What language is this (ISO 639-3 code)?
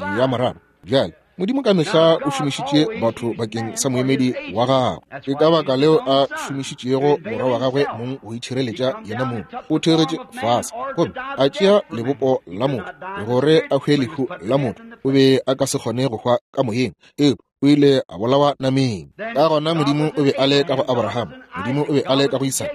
nso